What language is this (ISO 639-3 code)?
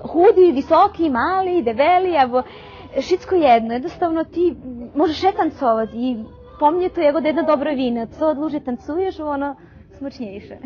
rue